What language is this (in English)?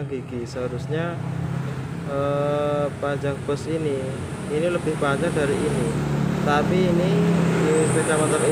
Indonesian